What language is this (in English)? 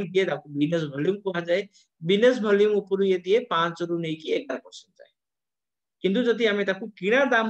Odia